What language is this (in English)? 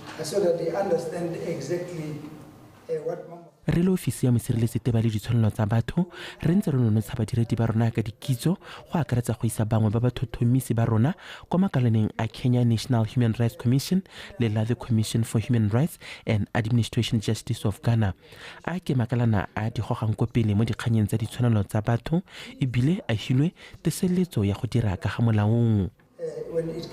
Tswana